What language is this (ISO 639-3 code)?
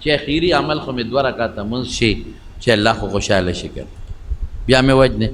pus